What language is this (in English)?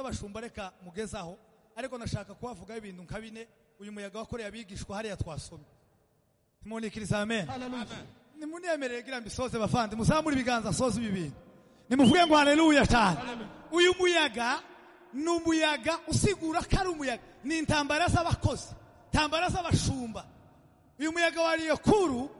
Kinyarwanda